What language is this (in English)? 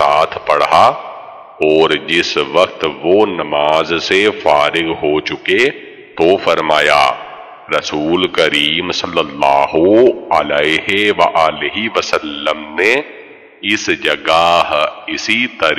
Urdu